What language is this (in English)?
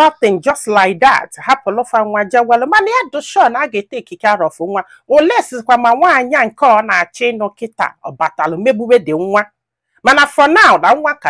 Igbo